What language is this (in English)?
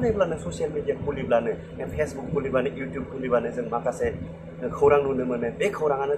Bodo